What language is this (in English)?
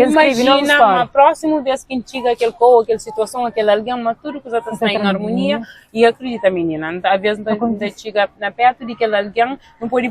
Kabuverdianu